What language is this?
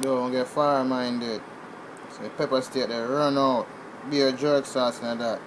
Jamaican Creole English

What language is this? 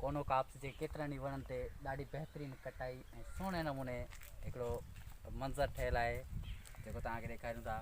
Sindhi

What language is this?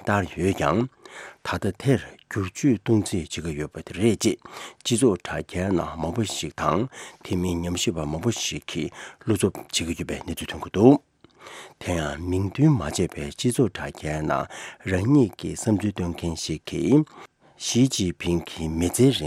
Tibetan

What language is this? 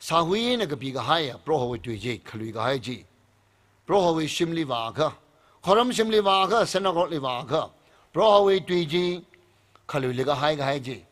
Tangkhul Naga (India)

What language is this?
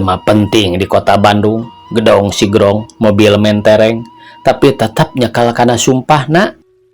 Sundanese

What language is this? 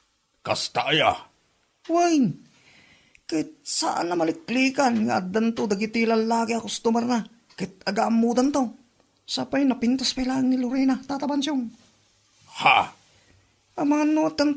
Iloko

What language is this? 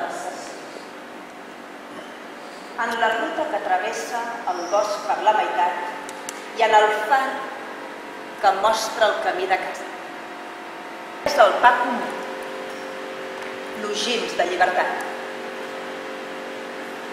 Catalan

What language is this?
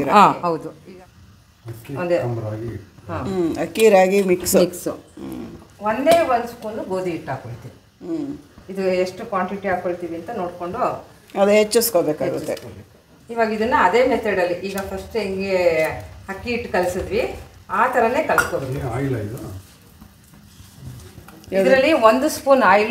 Kannada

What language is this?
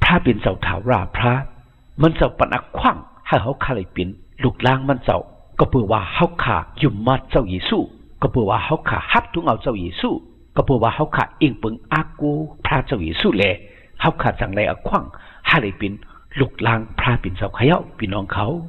Shan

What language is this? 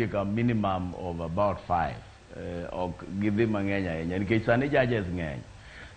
Luo (Kenya and Tanzania)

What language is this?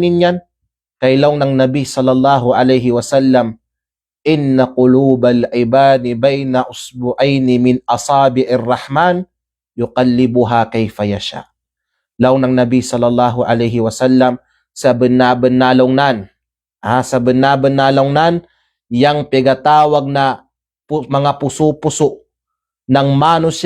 Kalagan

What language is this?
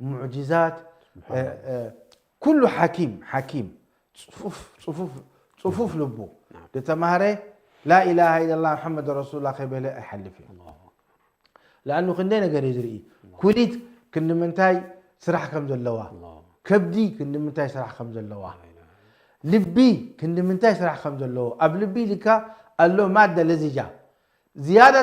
Tigrinya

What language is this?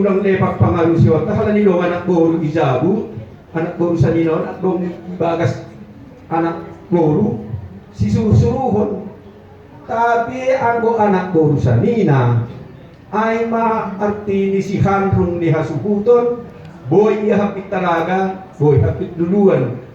Batak Simalungun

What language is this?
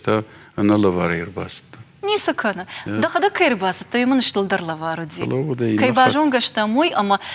Ossetic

